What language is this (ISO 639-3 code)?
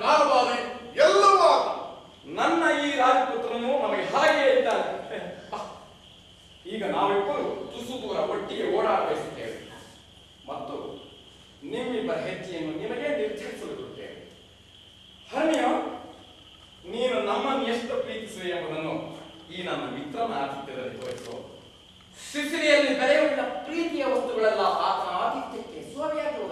kan